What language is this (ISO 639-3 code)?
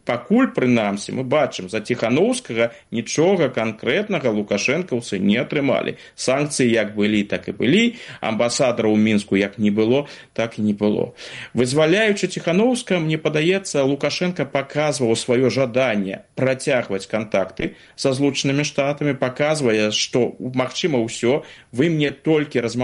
bel